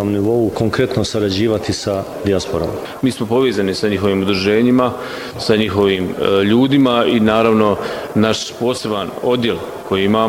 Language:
Bosnian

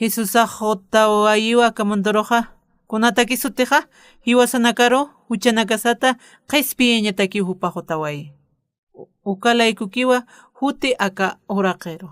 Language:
Aymara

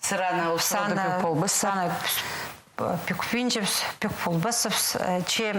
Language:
Khakas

